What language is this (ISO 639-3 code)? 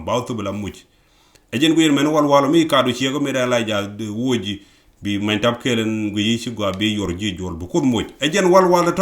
nus